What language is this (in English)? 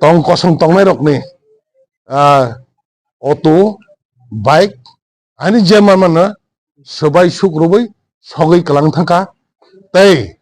Kok Borok